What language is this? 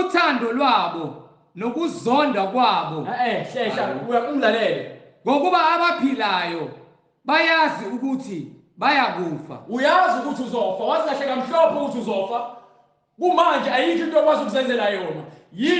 Zulu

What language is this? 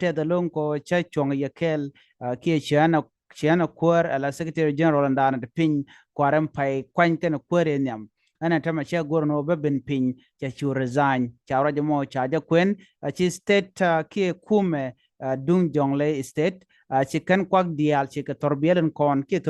Nuer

